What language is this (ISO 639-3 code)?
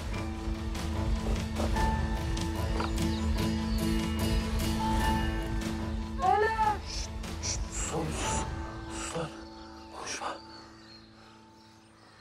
tur